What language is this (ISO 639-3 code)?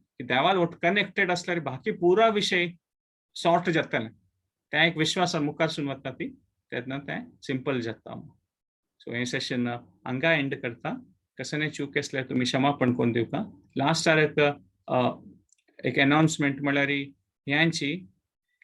kok